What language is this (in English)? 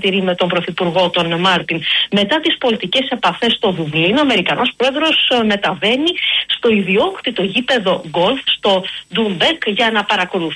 Greek